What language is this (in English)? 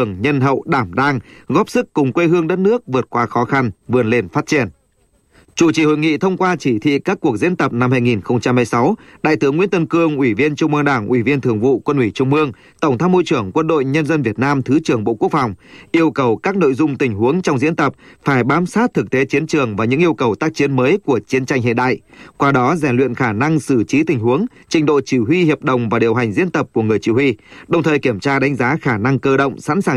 Vietnamese